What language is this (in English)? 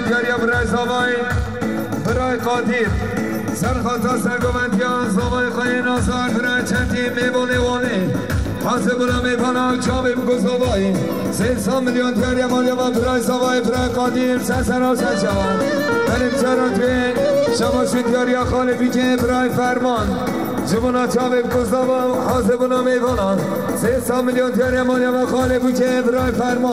Kurdish